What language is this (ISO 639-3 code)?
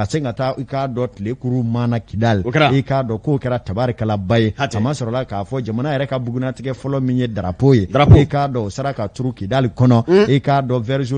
bam